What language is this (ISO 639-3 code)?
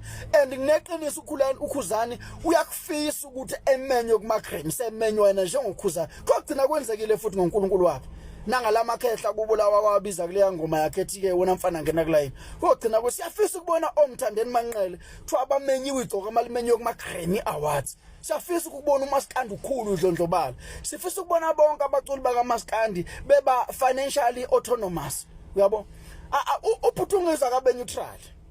zul